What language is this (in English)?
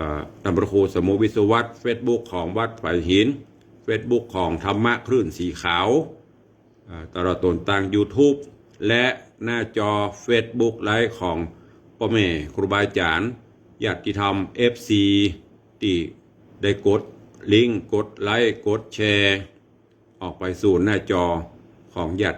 Northern Thai